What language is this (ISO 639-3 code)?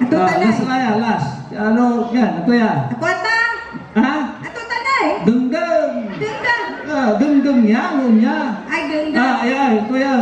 pag